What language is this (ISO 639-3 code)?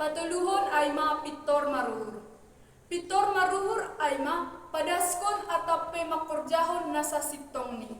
bts